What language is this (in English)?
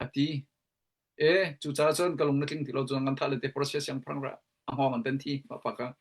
Hakha Chin